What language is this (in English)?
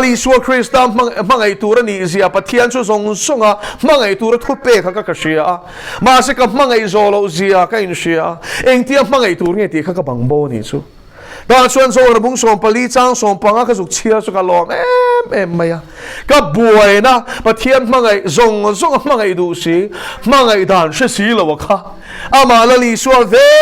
Mizo